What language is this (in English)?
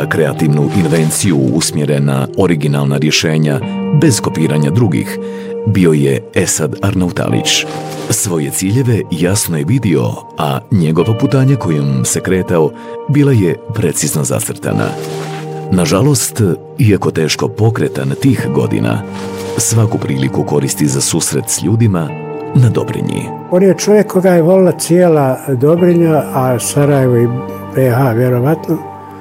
Bosnian